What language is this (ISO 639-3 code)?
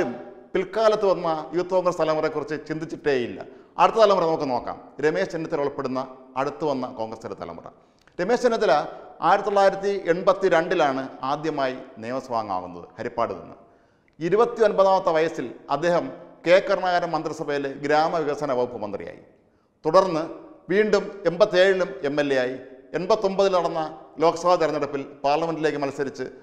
mal